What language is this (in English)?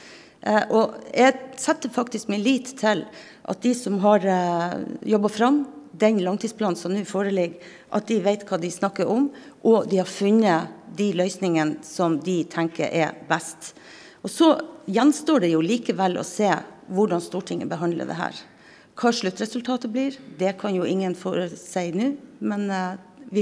Norwegian